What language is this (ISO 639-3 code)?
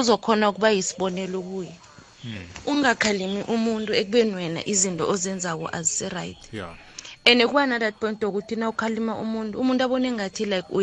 nbl